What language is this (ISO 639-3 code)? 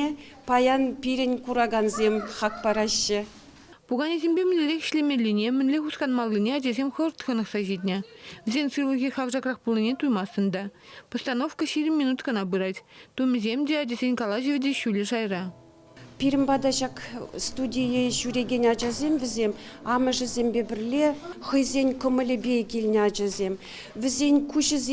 chv